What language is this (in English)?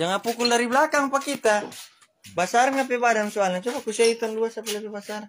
Manado Malay